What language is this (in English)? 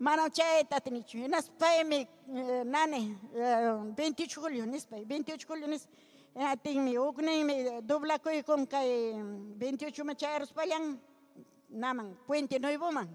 Ayacucho Quechua